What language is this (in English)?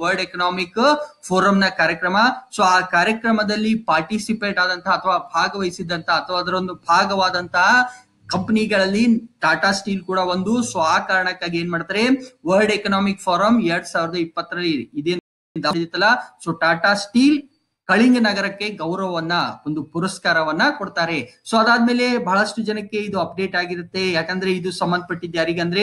Kannada